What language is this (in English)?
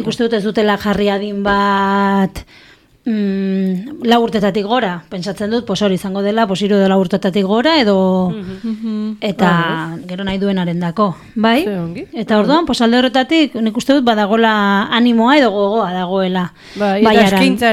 Basque